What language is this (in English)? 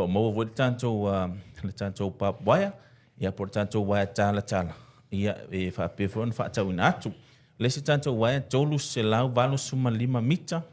Samoan